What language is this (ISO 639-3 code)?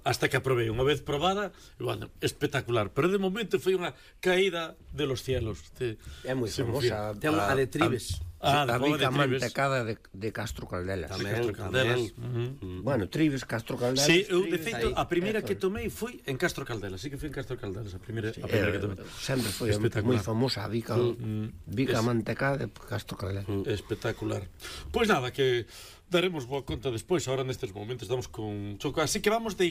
glg